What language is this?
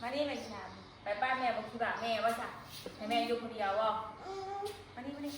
Northeastern Thai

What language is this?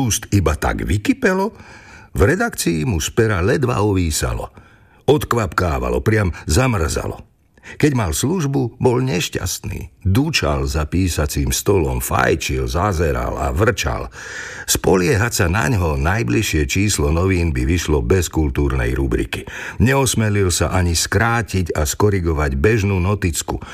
Slovak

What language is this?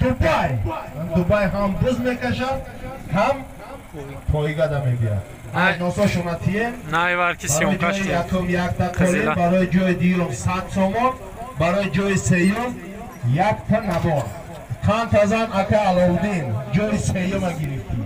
Tajik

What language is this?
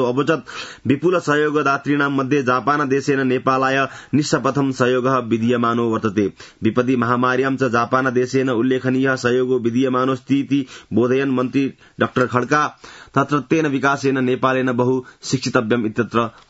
Sanskrit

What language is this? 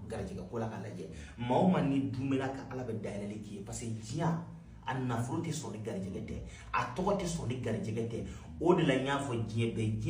Bambara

